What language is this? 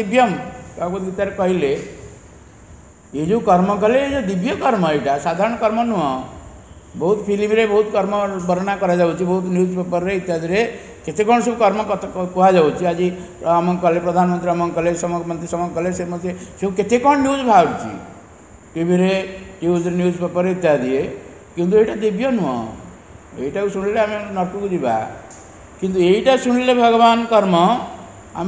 Odia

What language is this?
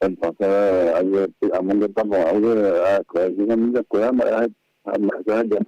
Guarani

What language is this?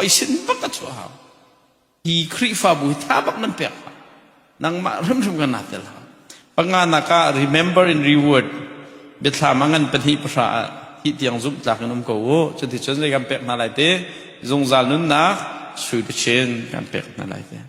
Hakha Chin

